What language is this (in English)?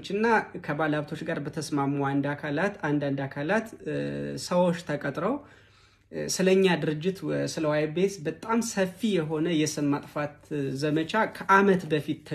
Amharic